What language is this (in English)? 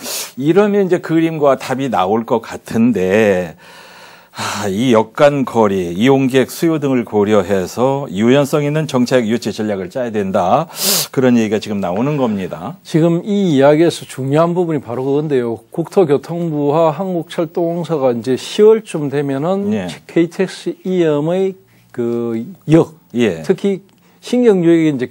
Korean